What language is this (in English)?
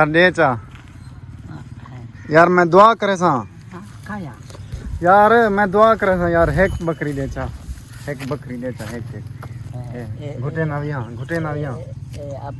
Saraiki